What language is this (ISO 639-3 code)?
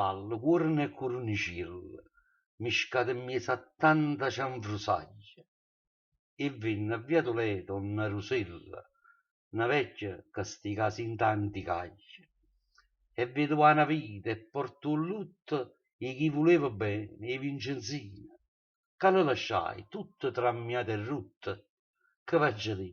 nap